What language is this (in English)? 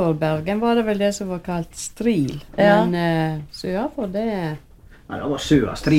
Norwegian